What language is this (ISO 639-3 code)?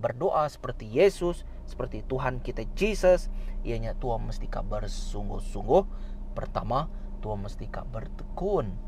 iba